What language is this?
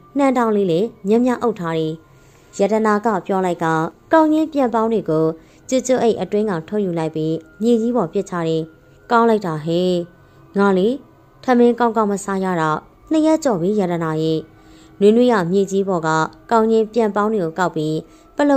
Burmese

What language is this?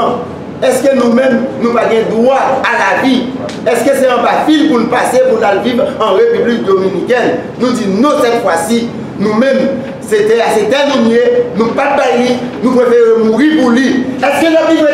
Haitian Creole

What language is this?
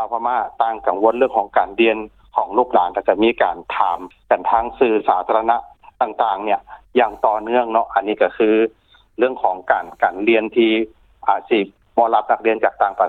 Lao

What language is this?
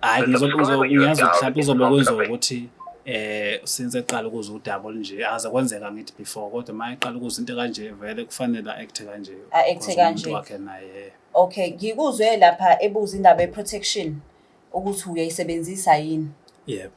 Zulu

